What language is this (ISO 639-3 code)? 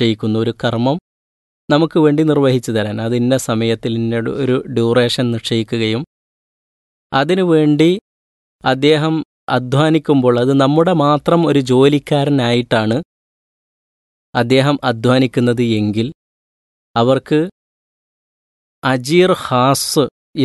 mal